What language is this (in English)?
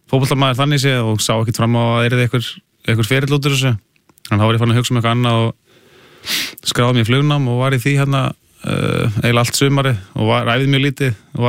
Icelandic